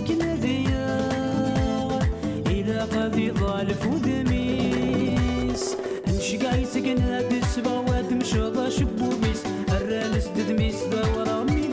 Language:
Kabyle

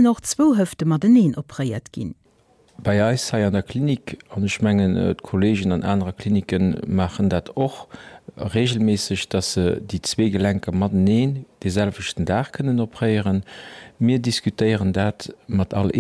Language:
Luxembourgish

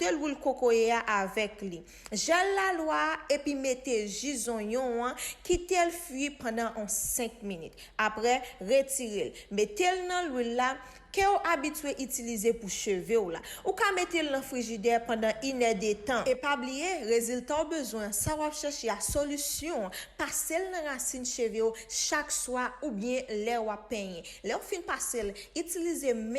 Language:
Haitian Creole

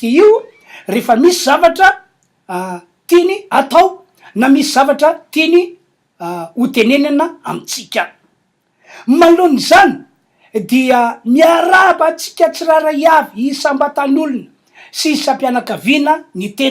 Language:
Malagasy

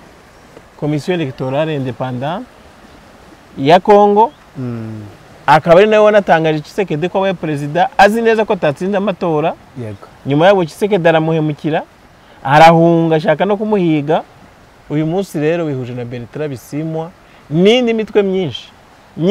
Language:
Kinyarwanda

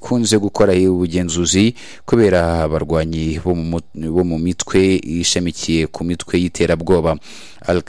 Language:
Kinyarwanda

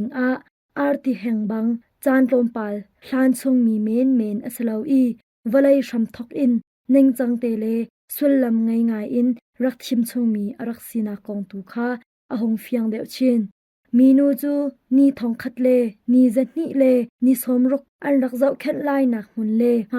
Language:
Hakha Chin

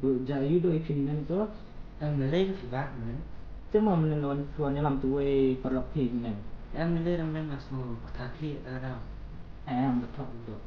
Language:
Khasi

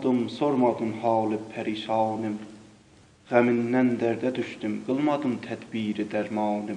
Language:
South Azerbaijani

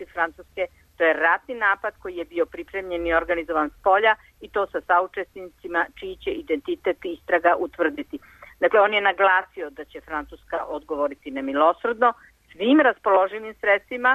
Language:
Serbian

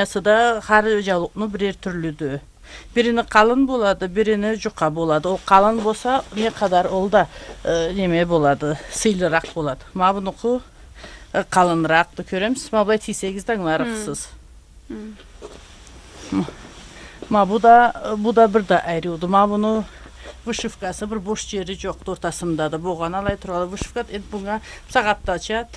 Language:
Karachay-Balkar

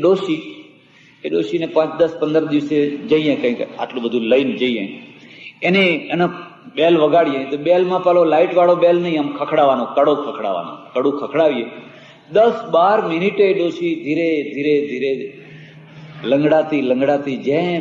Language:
Gujarati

